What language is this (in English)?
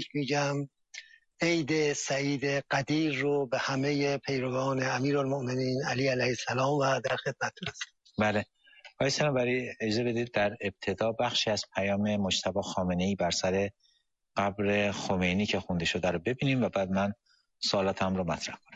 Persian